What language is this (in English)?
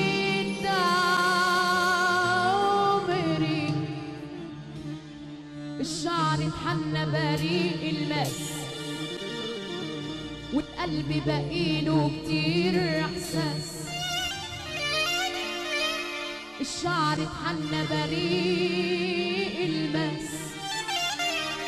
Egyptian Arabic